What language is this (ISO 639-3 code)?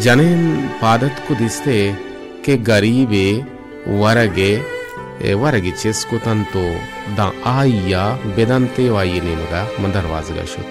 bal